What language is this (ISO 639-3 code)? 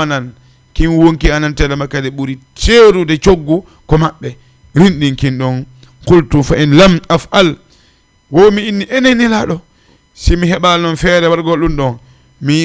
ful